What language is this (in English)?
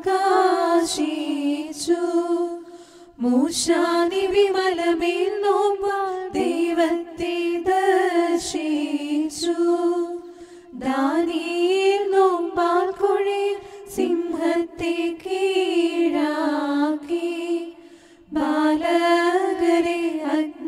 Malayalam